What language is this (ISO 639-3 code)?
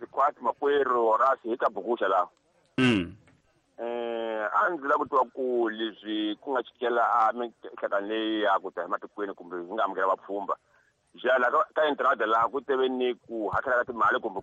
tso